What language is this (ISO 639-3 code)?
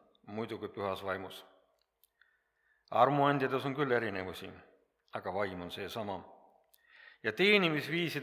est